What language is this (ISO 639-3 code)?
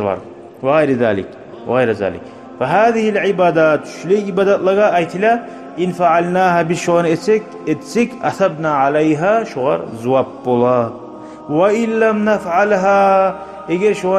kum